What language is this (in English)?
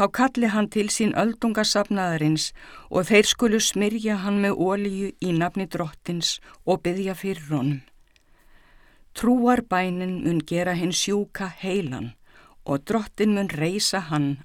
Icelandic